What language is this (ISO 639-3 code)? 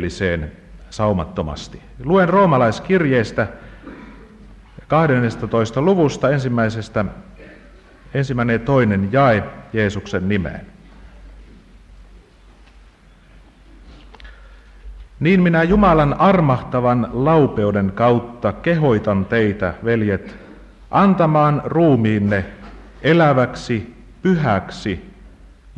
fin